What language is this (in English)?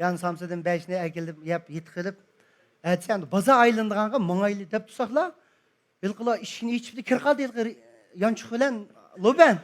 Uyghur